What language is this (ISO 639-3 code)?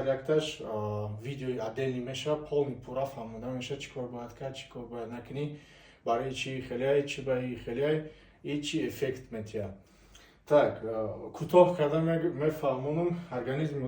tgk